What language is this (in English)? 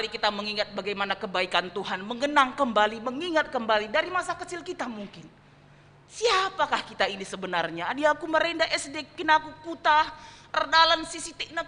Batak Karo